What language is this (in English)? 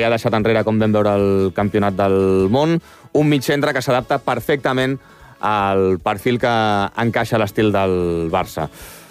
Catalan